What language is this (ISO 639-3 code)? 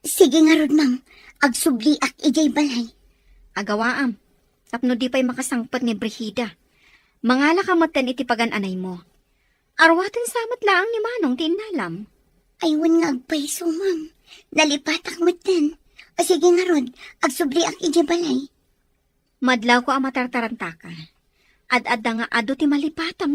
ilo